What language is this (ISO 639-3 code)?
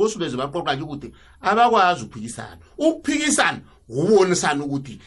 nbl